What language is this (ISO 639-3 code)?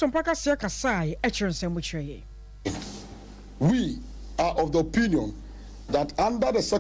aka